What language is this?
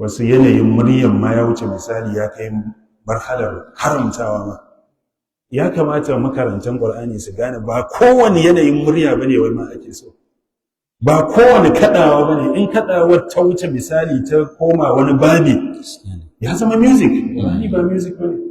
Hausa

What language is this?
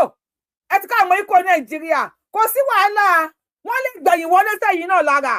Yoruba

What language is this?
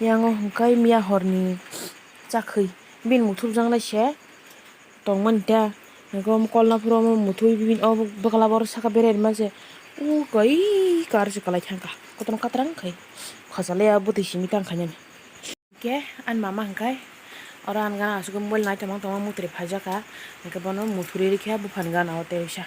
Kok Borok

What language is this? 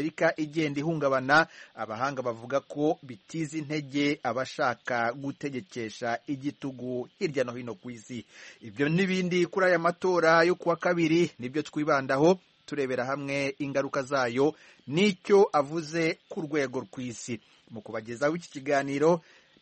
Kinyarwanda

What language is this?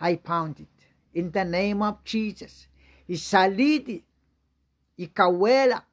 Pohnpeian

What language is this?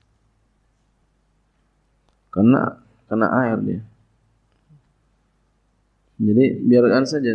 Malay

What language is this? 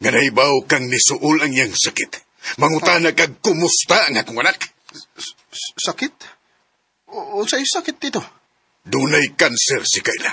Cebuano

